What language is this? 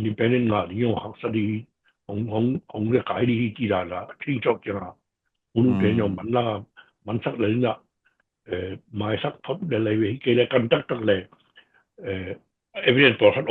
Tedim Chin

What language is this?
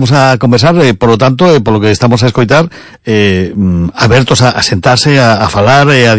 Galician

